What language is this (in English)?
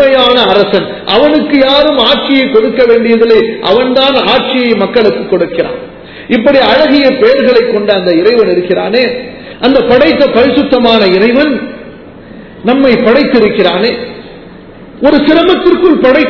Tamil